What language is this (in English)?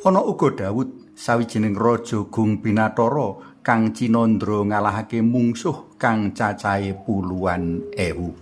Javanese